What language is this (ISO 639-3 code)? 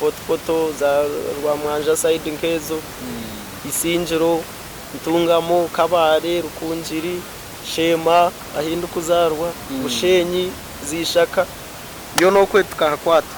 nyn